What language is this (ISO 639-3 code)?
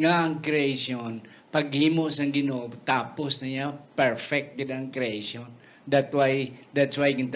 hil